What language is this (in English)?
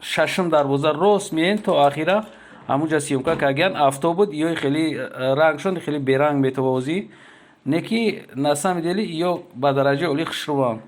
Tajik